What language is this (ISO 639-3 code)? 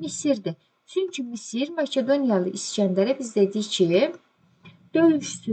aze